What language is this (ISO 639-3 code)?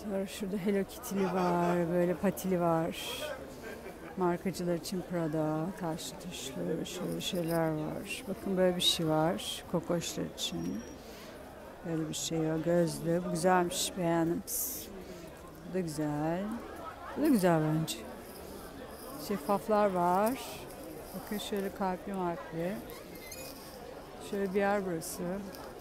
tur